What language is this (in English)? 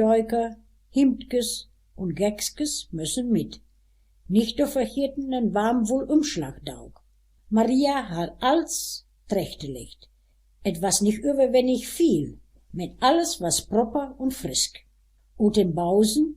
Westphalien